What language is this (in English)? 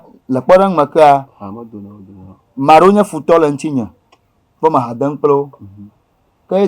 Ewe